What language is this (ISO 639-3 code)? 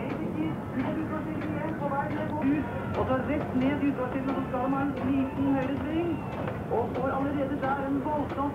nor